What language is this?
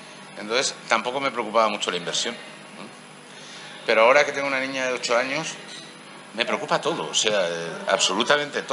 Spanish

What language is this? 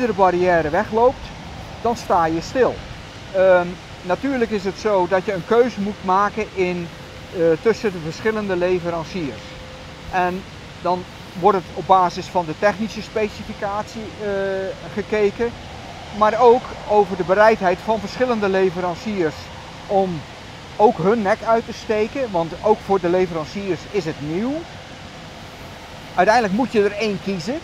Dutch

